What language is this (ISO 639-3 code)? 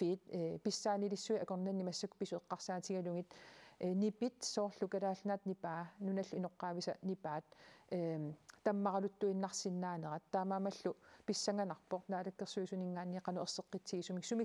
kal